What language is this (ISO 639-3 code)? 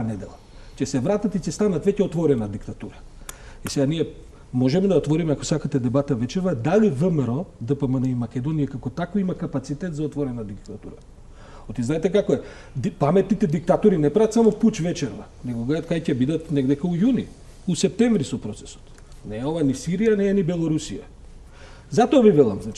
mkd